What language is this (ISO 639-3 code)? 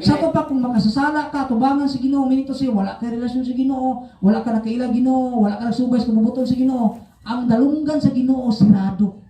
ceb